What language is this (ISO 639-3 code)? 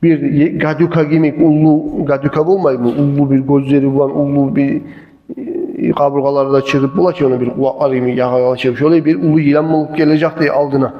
kum